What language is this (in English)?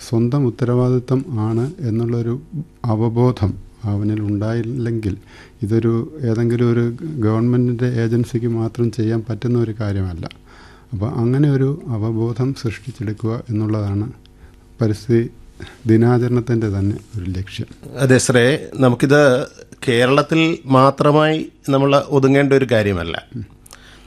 Malayalam